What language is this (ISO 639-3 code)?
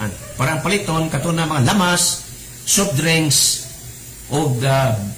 ceb